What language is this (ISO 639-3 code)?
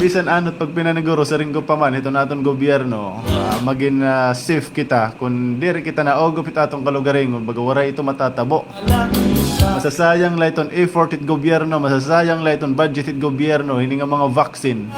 war